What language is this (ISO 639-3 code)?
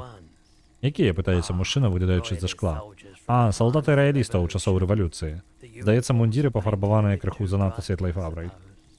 bel